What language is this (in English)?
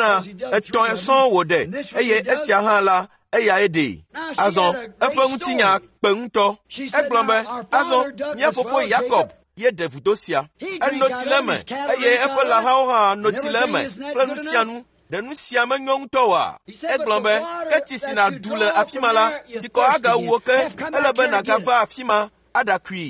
Ewe